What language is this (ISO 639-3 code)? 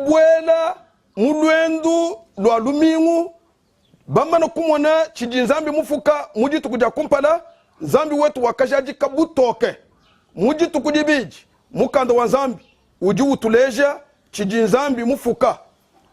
lua